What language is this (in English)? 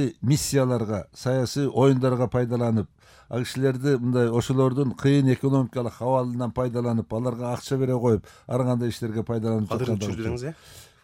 Kyrgyz